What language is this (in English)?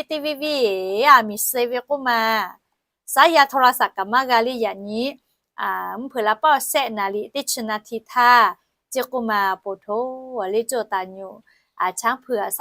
Lahu